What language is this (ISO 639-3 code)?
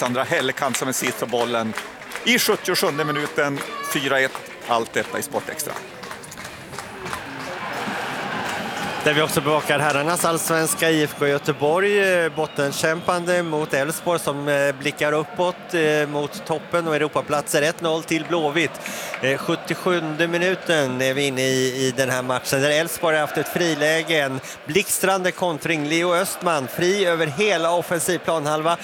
swe